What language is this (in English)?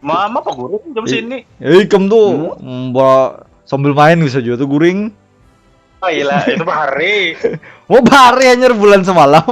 Banjar